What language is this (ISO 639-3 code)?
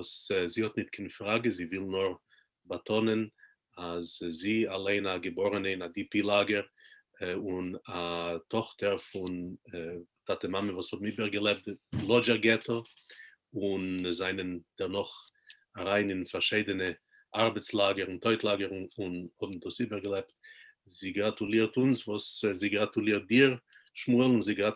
yid